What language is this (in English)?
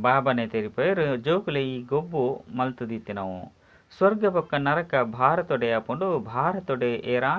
Tulu